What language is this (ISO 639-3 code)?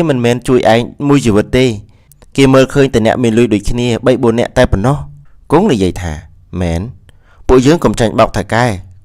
khm